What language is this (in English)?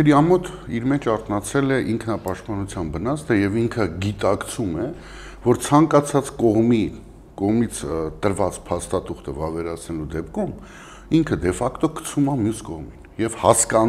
Armenian